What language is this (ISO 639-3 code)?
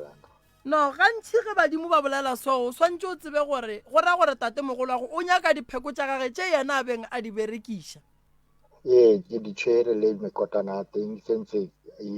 nso